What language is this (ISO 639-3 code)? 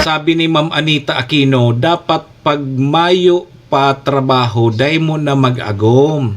bik